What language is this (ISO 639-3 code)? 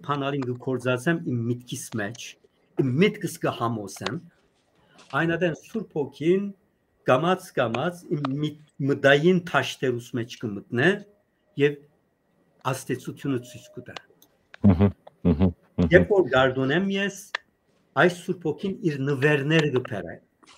hyw